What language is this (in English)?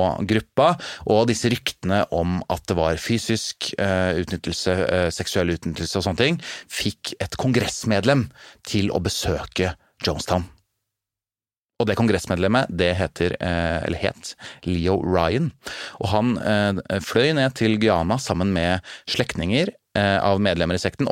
Norwegian